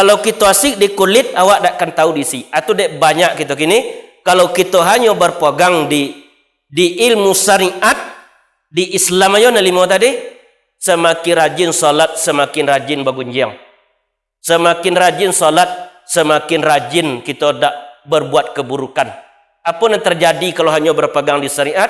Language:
Minangkabau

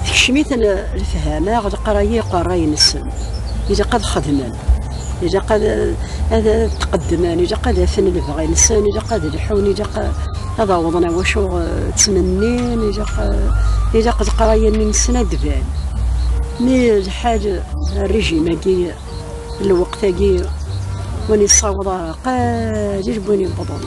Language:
Kabyle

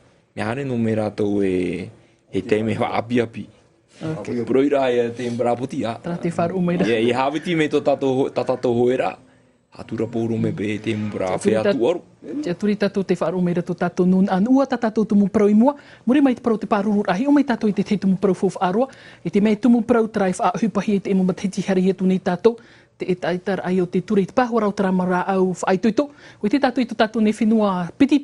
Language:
Tahitian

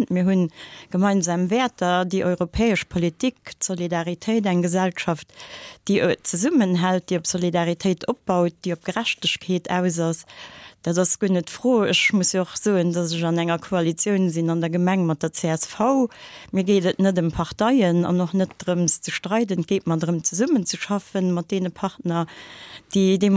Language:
Luxembourgish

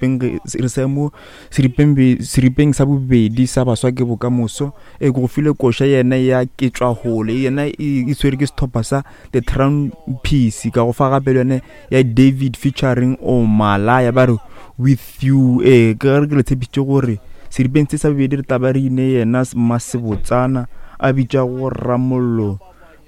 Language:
Northern Sotho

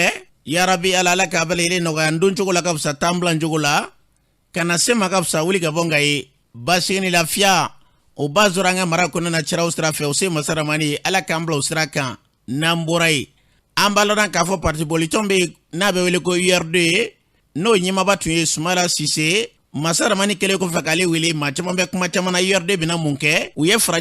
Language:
Bambara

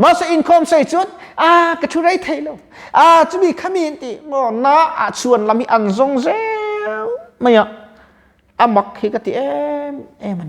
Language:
Mizo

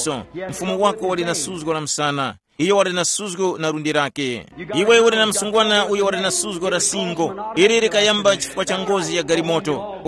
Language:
Tumbuka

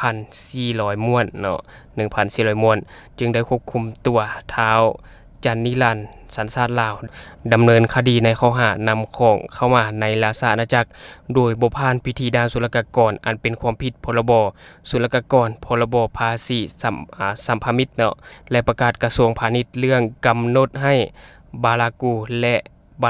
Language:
Lao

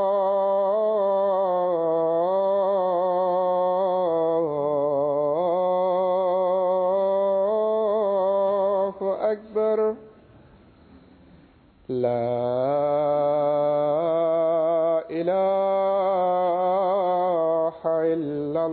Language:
Bangla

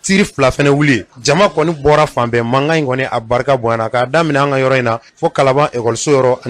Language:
Bambara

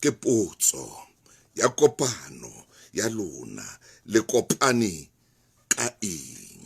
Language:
Southern Sotho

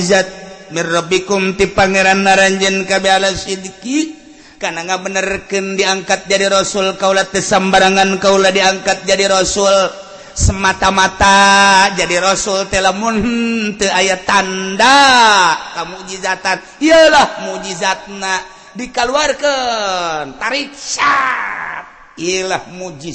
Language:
Sundanese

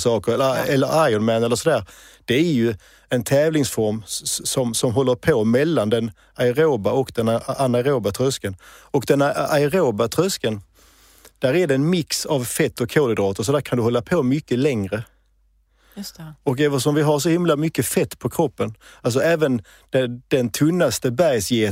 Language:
Swedish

